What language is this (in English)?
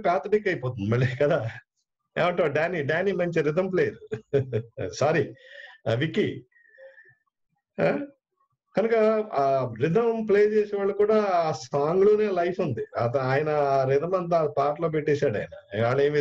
Telugu